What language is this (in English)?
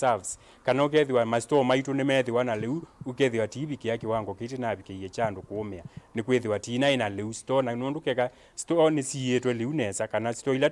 Kamba